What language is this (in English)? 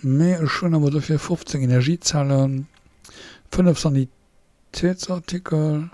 Luxembourgish